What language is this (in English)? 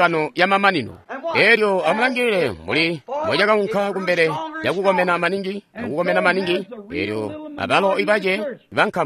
Tonga (Zambia)